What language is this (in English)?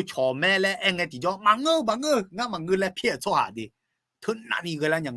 Akha